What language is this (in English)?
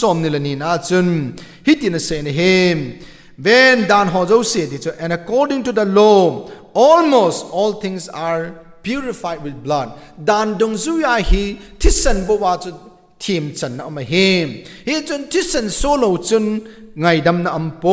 Thado Chin